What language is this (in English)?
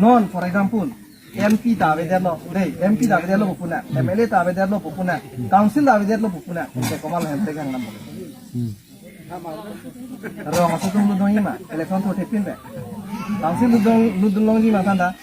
Karbi